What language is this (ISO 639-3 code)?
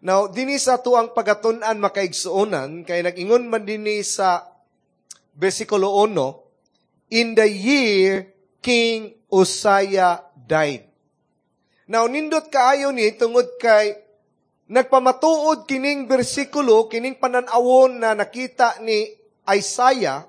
ceb